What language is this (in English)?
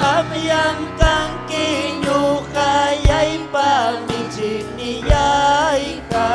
Ayacucho Quechua